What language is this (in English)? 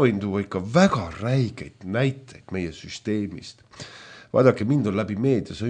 Estonian